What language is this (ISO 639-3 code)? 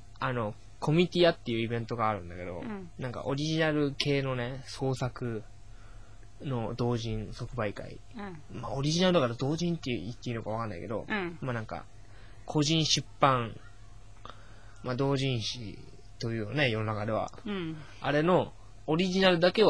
jpn